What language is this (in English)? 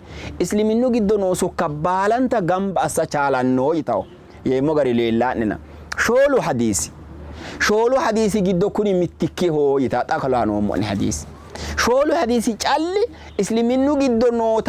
Sidamo